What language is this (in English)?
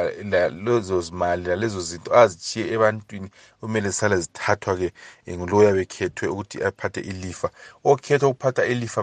North Ndebele